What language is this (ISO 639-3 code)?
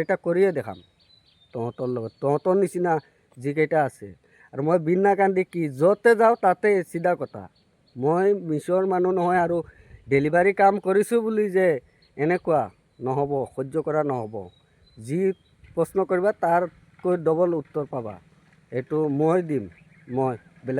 asm